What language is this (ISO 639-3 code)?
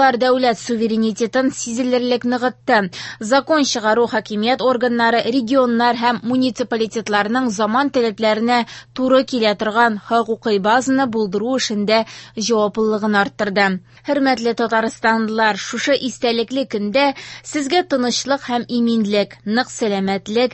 tat